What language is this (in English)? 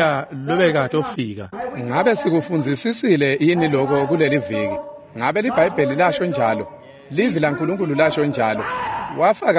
Swati